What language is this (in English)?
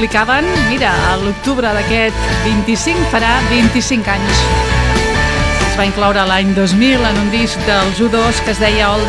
Catalan